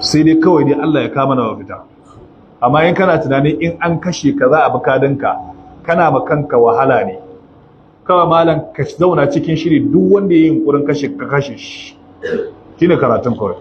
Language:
Hausa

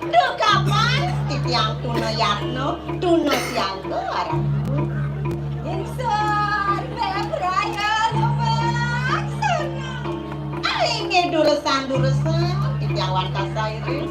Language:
Balinese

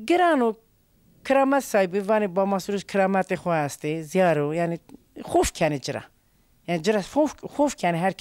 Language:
Zaza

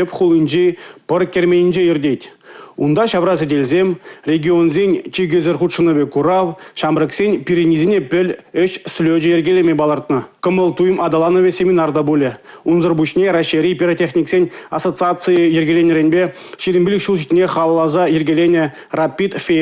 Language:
Chuvash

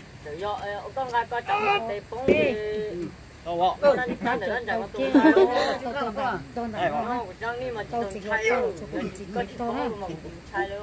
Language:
Vietnamese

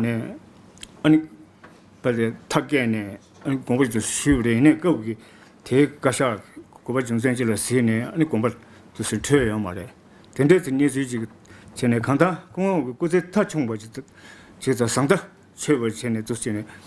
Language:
Tibetan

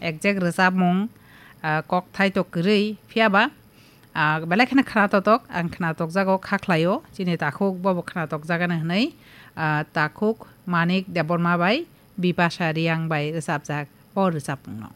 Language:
Kok Borok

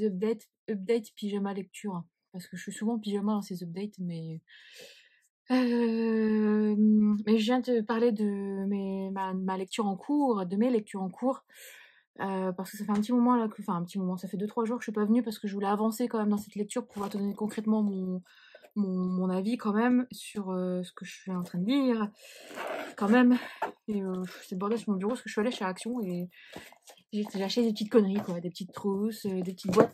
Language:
French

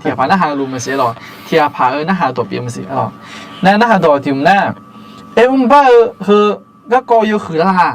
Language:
Akha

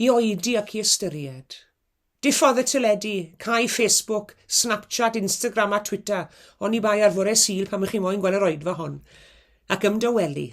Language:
Welsh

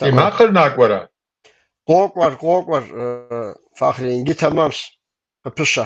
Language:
Kabardian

